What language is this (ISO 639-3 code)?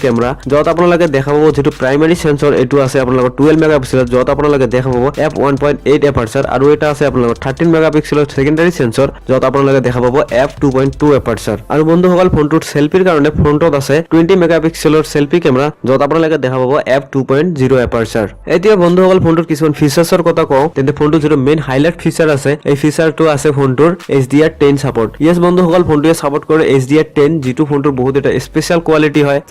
asm